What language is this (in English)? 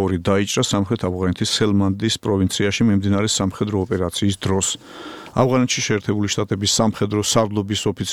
Georgian